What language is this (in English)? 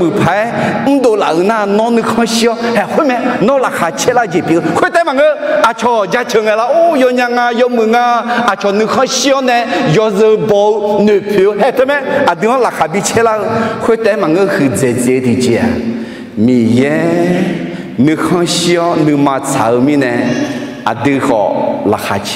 Akha